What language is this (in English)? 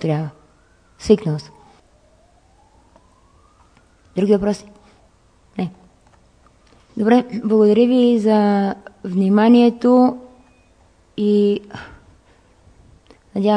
Bulgarian